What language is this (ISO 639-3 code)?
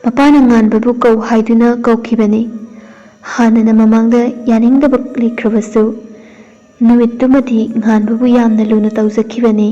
mni